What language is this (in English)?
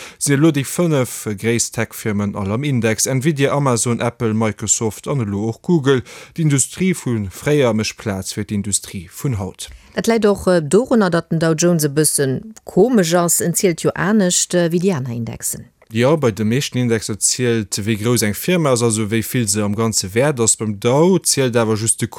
Luxembourgish